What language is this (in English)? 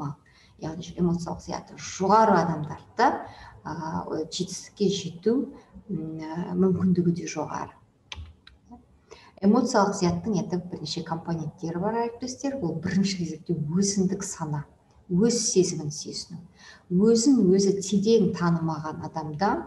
Kazakh